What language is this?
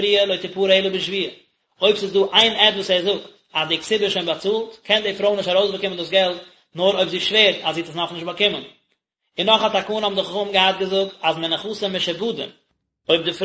Yiddish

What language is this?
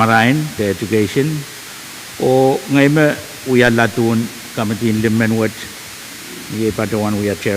Pohnpeian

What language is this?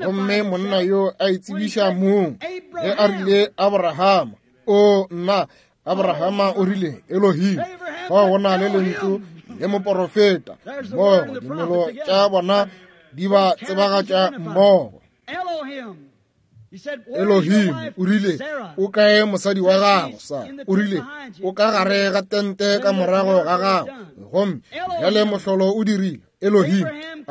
Northern Sotho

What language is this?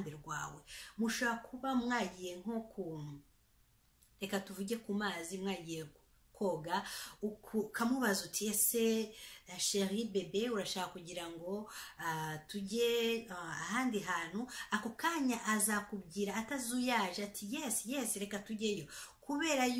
Kinyarwanda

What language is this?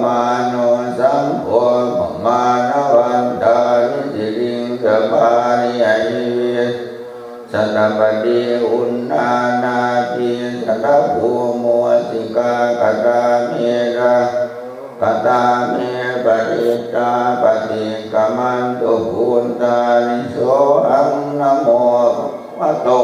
Pali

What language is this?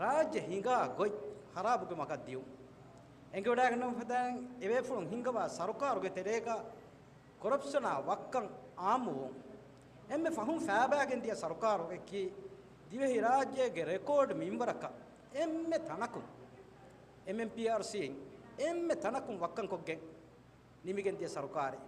Divehi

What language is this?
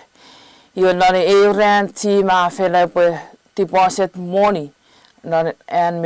Chuukese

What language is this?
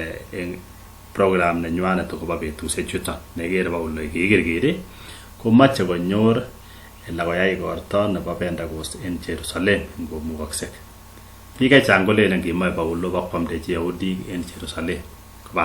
Kalenjin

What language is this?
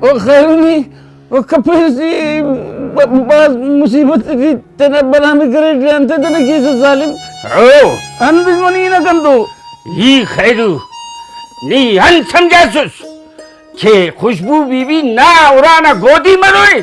Brahui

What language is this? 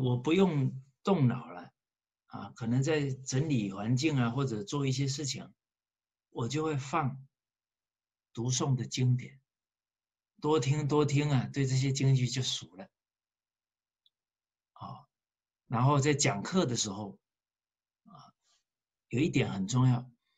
Chinese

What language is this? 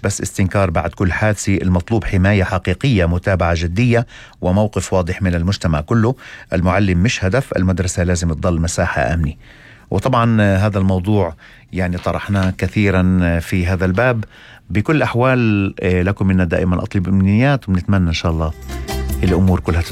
North Levantine Arabic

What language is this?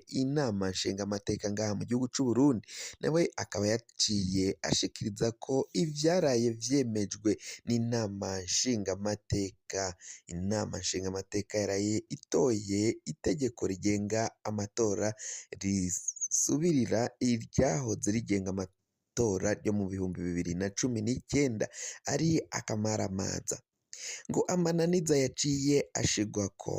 Rundi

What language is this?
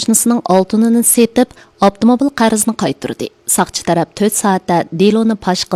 Uyghur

